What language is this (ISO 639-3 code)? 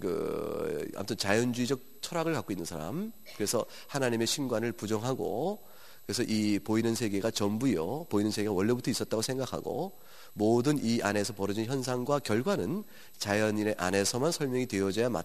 kor